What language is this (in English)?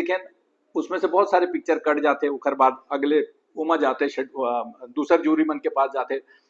Chhattisgarhi